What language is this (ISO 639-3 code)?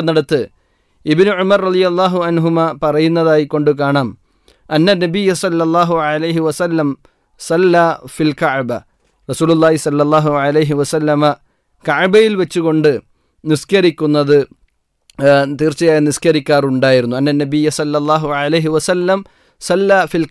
mal